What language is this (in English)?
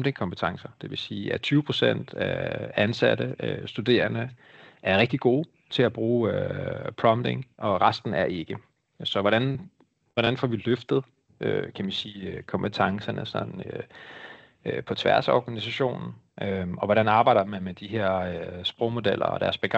Danish